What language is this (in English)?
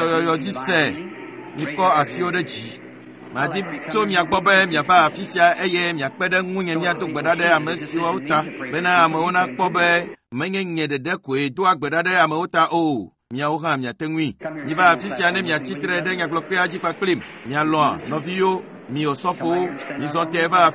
Ewe